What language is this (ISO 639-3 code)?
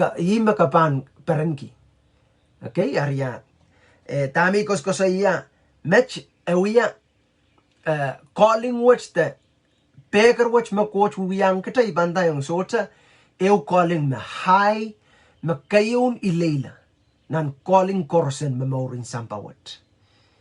pon